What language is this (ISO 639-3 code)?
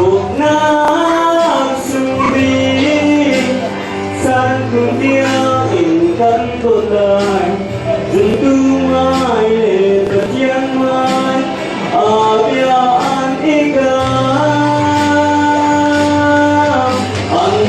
cnh